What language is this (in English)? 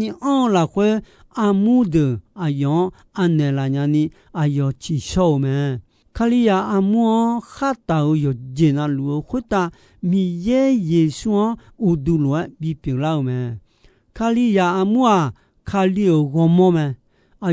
Akha